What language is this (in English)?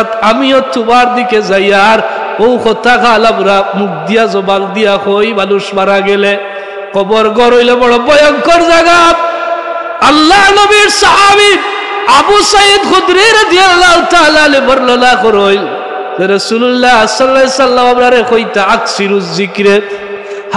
Sylheti